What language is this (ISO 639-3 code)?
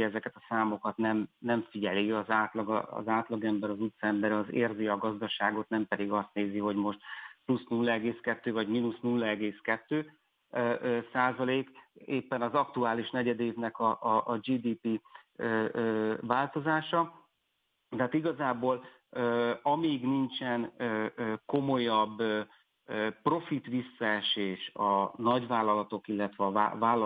hun